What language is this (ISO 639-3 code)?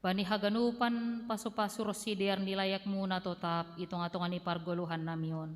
bts